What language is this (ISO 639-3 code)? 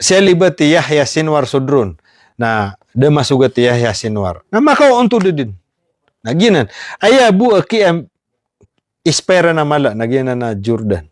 mrw